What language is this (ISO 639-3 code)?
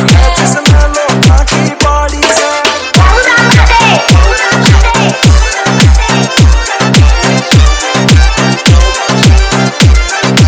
bgc